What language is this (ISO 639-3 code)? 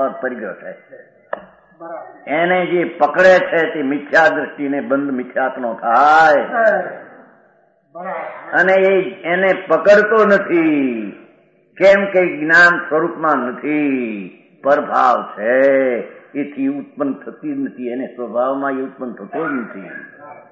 guj